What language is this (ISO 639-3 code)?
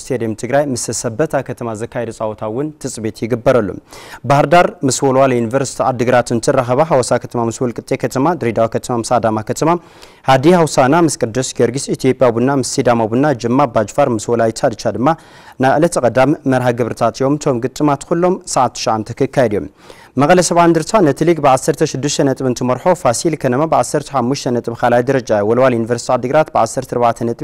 tir